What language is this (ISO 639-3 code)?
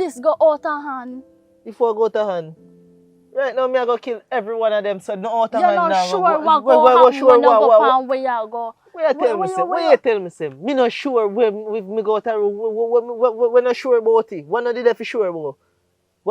jam